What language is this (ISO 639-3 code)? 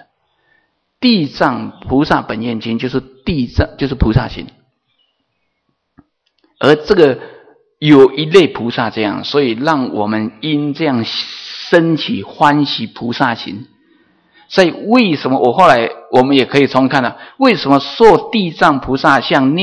zho